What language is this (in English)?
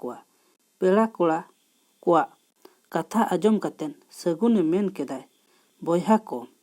Santali